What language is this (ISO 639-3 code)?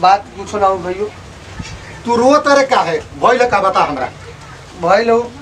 bho